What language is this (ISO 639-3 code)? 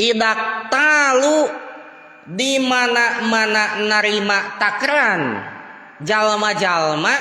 sun